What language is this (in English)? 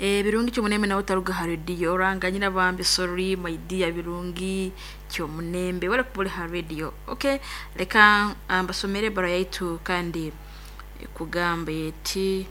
Nyoro